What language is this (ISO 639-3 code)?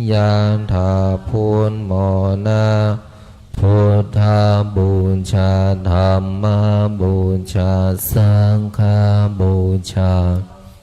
pli